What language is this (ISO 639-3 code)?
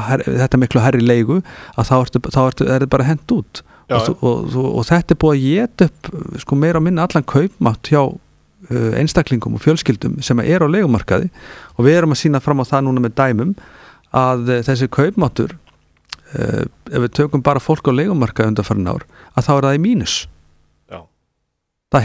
isl